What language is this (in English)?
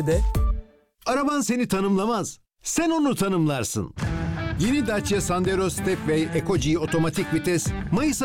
Turkish